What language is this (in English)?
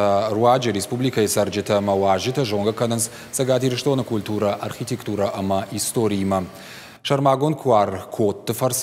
Ossetic